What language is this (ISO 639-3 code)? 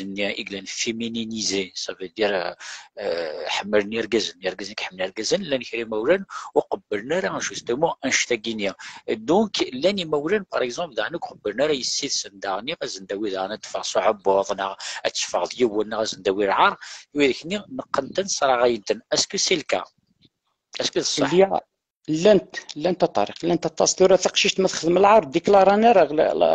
kab